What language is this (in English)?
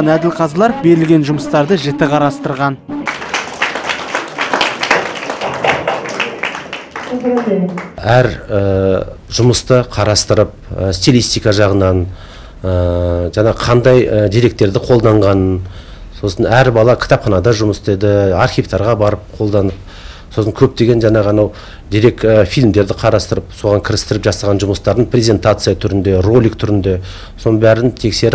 Kazakh